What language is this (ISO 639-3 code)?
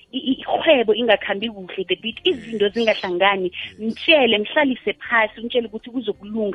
nbl